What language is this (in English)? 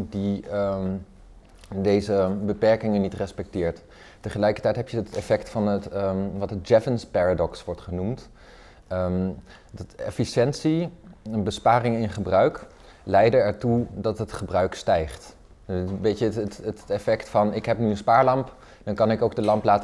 Dutch